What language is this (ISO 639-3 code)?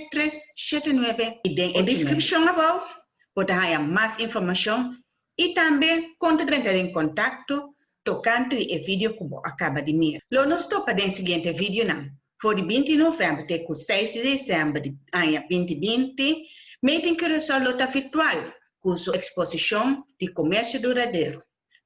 pap